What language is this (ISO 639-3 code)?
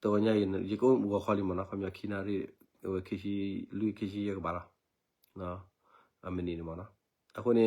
ksw